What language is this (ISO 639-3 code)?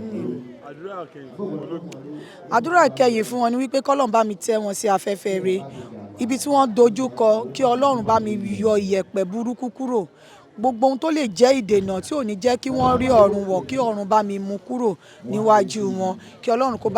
yor